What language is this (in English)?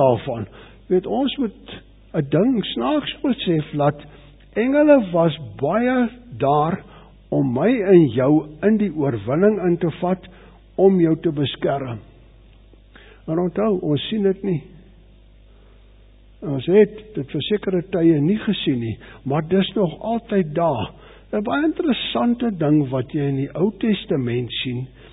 Afrikaans